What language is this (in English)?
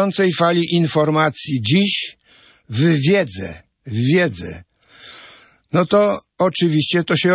Polish